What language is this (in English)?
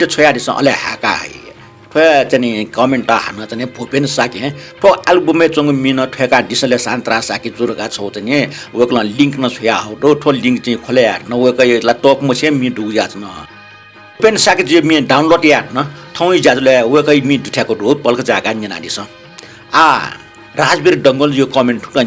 Newari